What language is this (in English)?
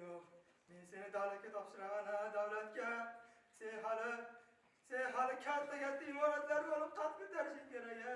Uzbek